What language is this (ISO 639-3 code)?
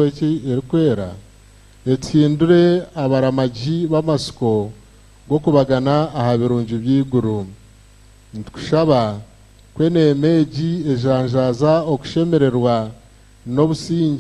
nyn